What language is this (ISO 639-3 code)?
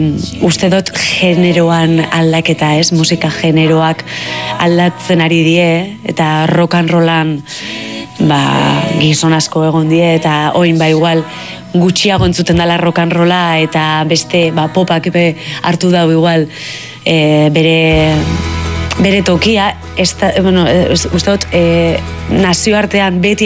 eus